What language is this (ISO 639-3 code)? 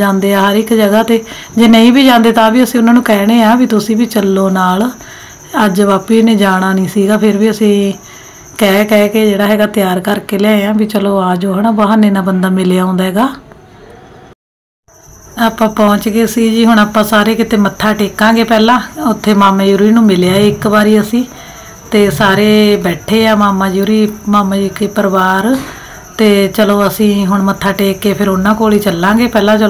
pan